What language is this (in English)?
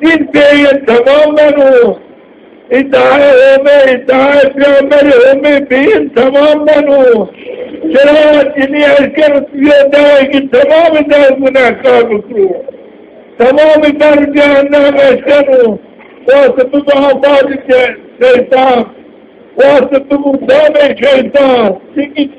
Zaza